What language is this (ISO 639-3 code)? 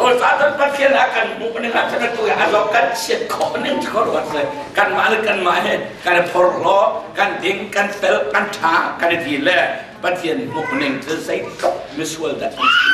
cnh